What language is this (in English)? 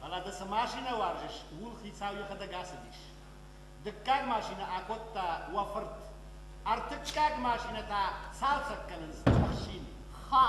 Ossetic